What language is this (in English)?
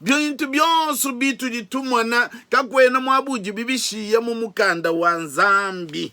Luba-Lulua